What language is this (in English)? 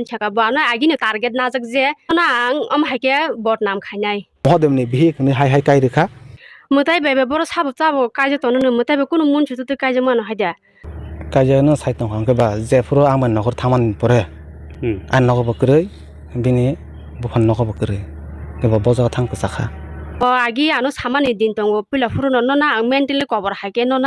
Kok Borok